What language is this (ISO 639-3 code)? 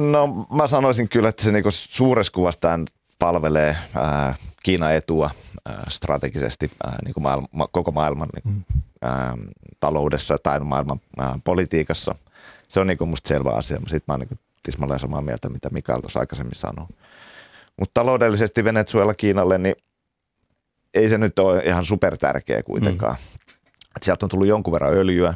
fin